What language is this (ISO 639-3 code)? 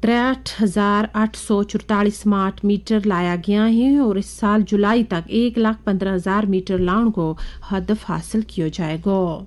gju